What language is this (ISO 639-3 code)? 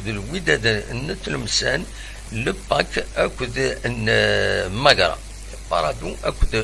kab